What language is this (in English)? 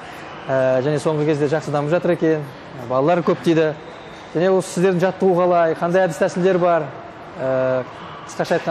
Kazakh